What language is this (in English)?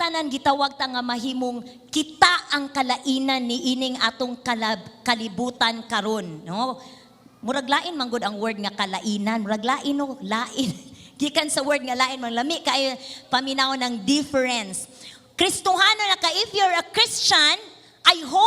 Cebuano